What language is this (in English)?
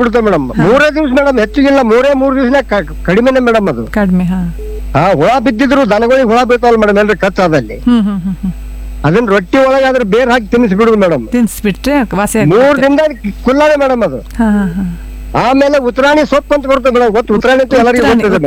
Kannada